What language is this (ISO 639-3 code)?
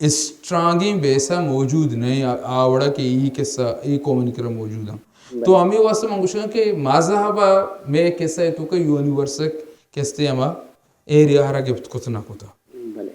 bal